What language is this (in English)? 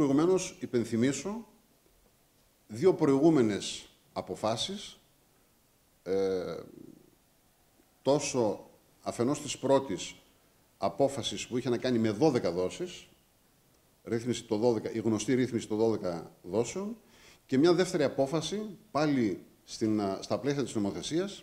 Greek